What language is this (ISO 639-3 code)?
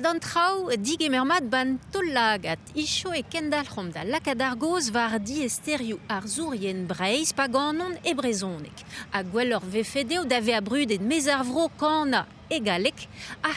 bre